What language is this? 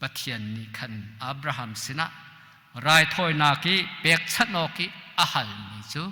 Hakha Chin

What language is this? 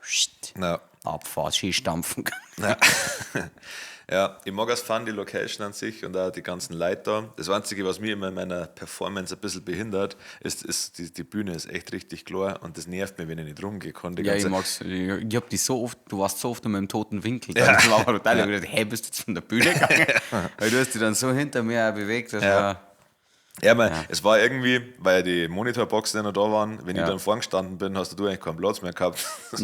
Bavarian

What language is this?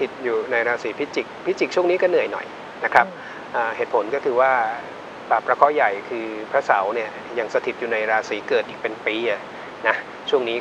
Thai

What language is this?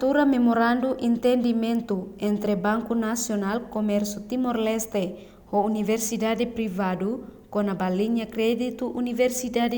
Tetum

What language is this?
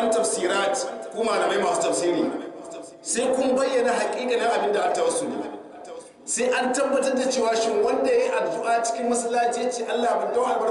Hausa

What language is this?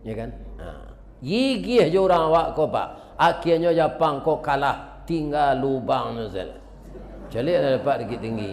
Minangkabau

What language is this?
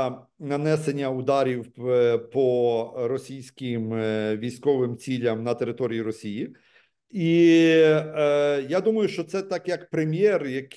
Ukrainian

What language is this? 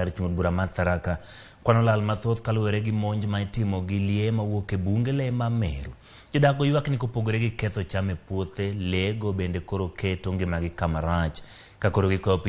Luo (Kenya and Tanzania)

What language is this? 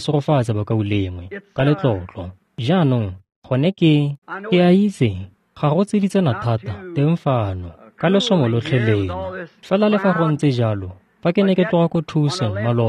Tswana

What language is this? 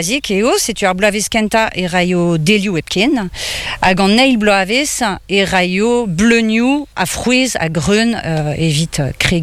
Breton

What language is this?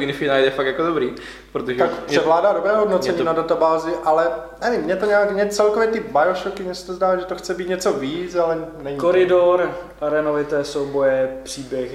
Czech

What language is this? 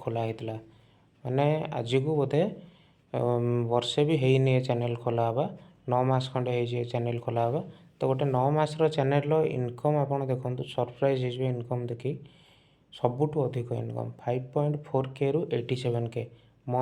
Odia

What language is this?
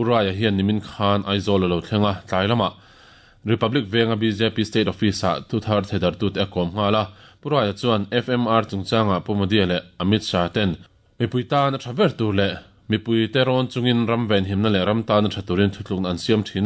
Mizo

